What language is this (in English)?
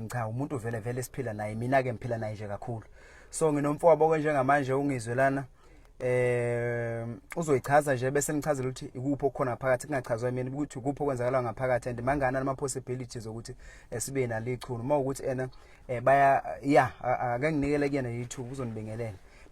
Zulu